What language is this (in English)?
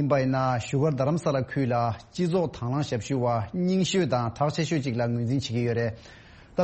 Tibetan